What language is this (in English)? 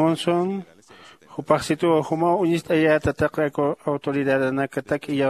Aymara